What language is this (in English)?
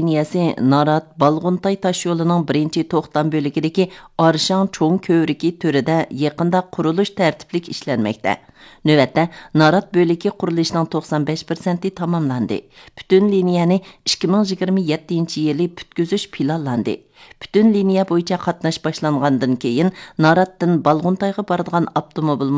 Uyghur